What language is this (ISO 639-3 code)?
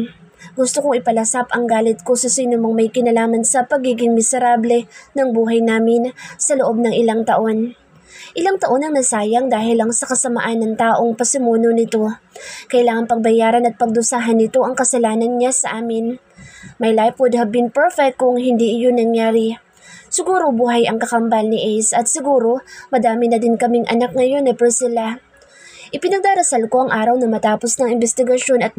fil